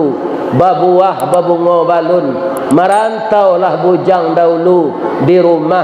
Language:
Minangkabau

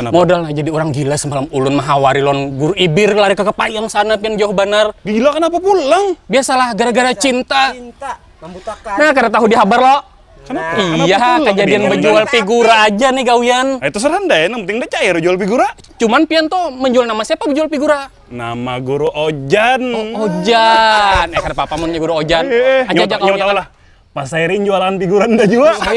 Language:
Banjar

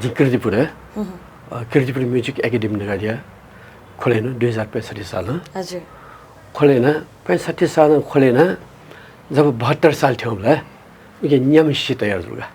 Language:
Newari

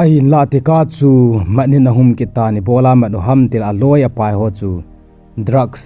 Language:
Thado Chin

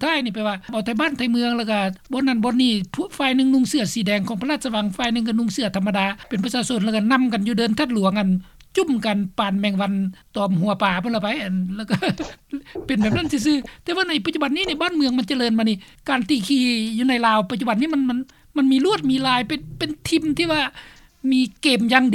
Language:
Lao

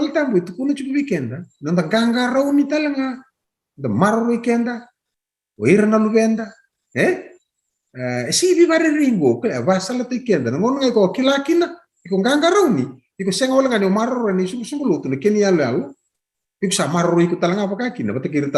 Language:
Fijian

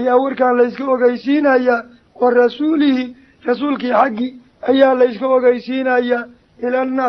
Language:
Somali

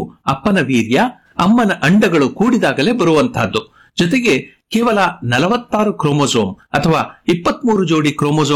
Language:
Kannada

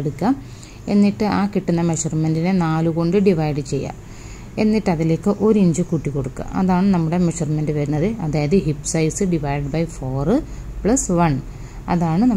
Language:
Malayalam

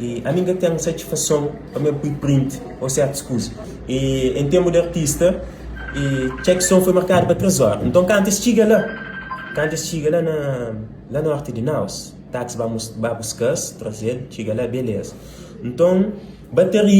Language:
Kabuverdianu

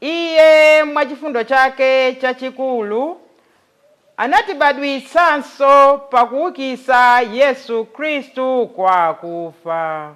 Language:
Nyanja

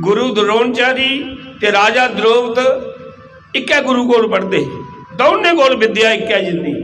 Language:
Dogri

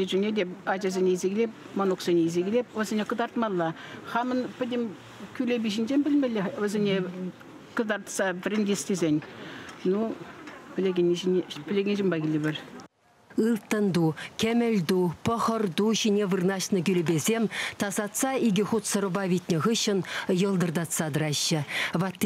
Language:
Chuvash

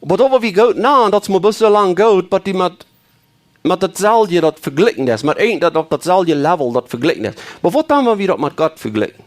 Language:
Plautdietsch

